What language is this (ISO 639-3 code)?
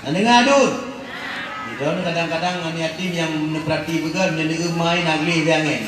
ace